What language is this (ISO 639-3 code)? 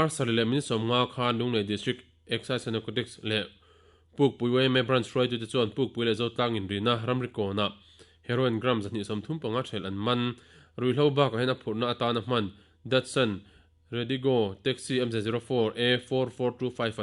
lus